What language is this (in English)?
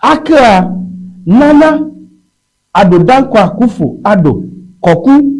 Ewe